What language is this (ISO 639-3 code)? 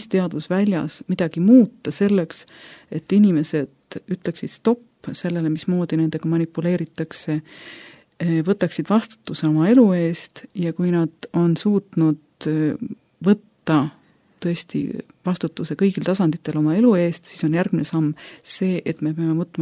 est